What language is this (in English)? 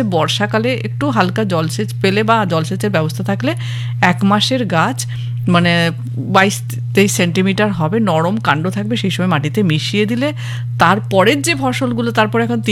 Bangla